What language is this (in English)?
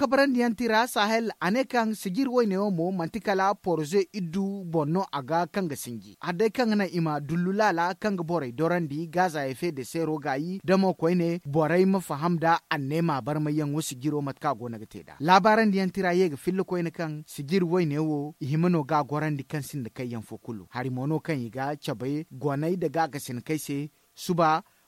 Zarma